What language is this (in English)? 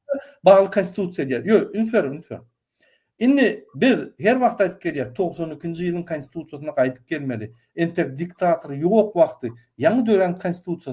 Turkmen